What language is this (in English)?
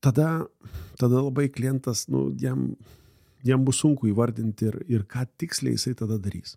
Lithuanian